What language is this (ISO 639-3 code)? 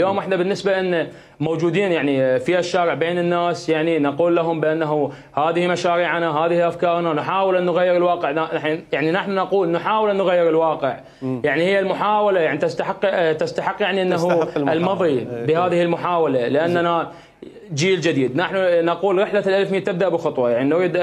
acm